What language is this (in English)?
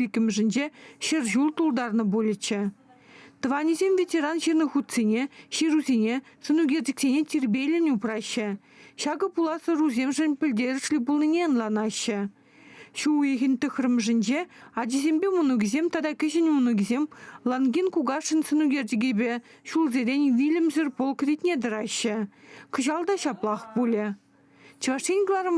Chuvash